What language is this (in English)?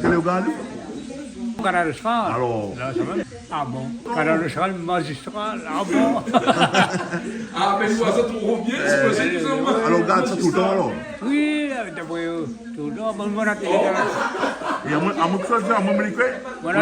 Réunion Creole French